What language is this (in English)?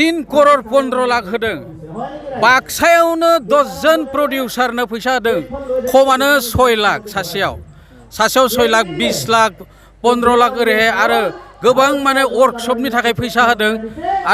Bodo